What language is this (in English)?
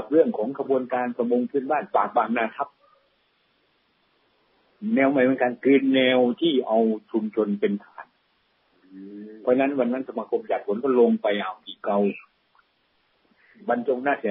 Thai